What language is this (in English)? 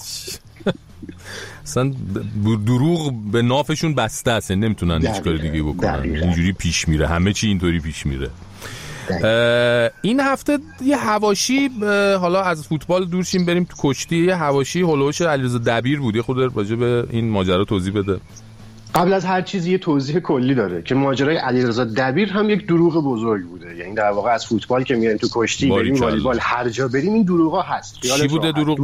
Persian